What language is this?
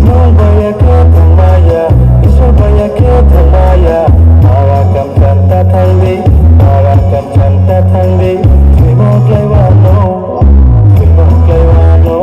Kok Borok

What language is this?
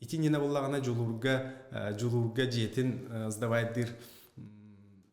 Yakut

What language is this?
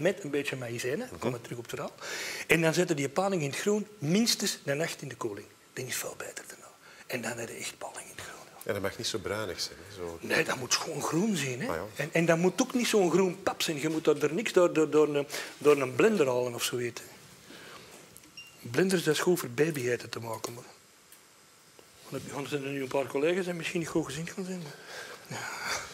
Dutch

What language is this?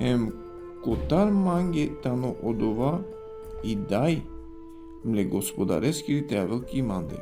Balkan Romani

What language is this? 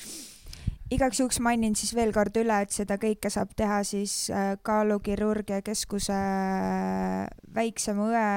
Estonian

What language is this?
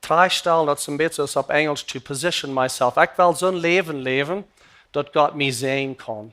Plautdietsch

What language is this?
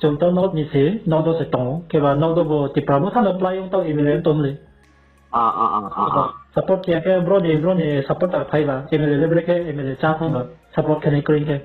Riang (India)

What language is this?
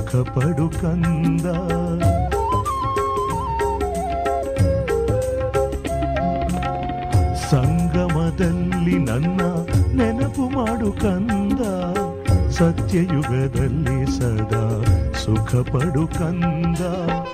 Kannada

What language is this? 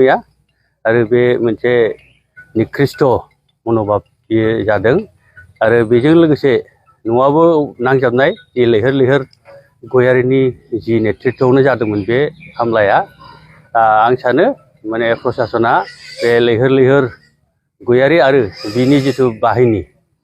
Bodo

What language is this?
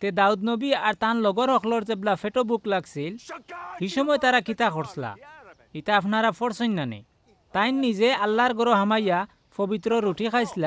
Sylheti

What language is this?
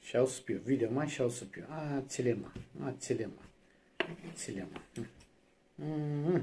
Zaza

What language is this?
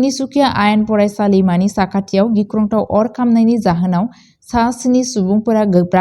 Bodo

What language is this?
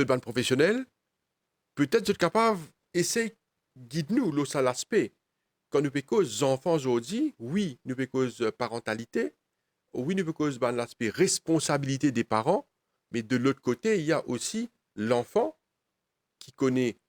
Morisyen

